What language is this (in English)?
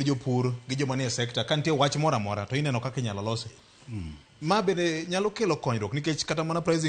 Luo (Kenya and Tanzania)